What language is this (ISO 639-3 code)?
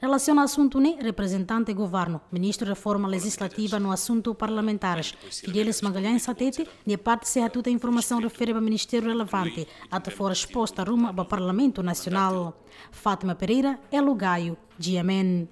tet